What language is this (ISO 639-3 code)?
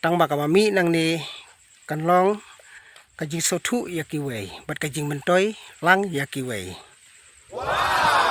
kha